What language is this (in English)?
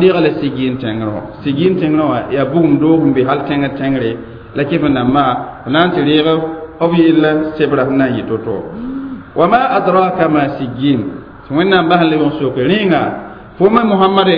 Mossi